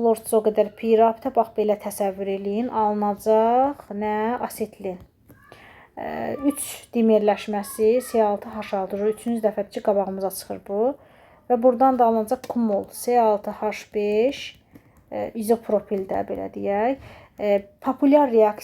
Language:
Azerbaijani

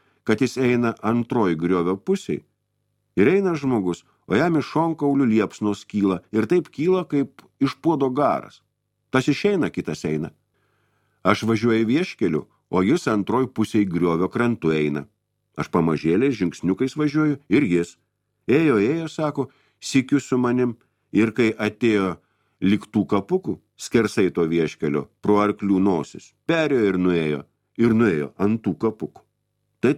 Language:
Lithuanian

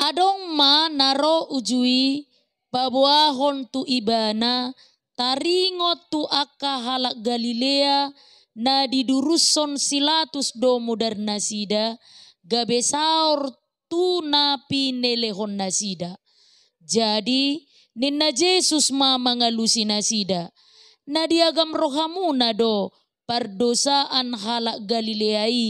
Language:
Batak Toba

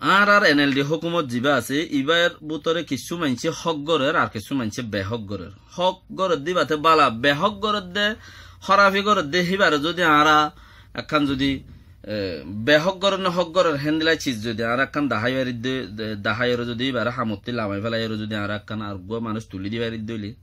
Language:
Rohingya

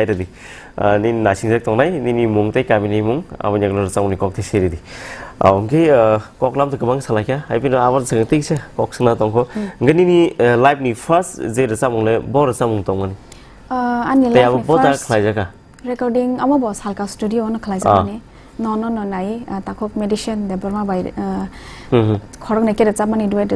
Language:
Kok Borok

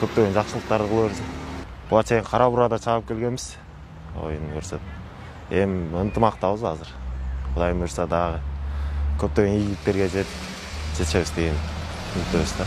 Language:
Kyrgyz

